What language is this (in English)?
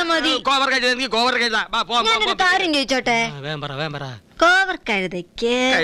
Malayalam